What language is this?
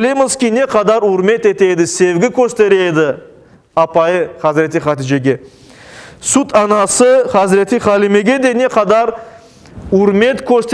Crimean Tatar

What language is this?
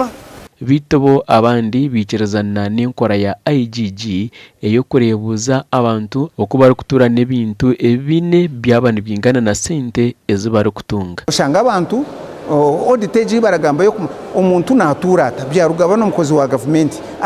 Nyankole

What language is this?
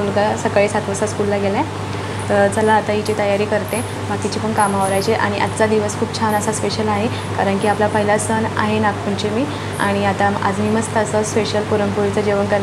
Marathi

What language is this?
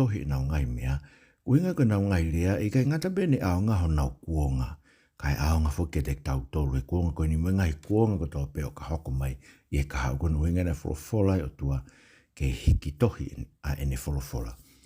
Tongan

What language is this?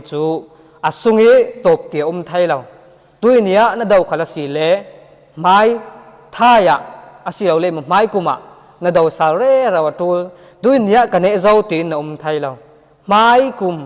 Falam Chin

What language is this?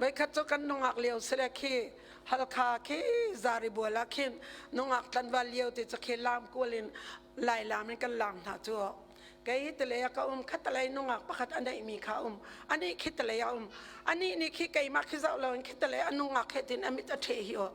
Hakha Chin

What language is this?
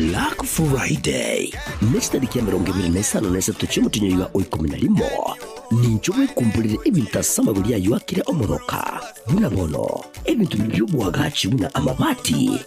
Gusii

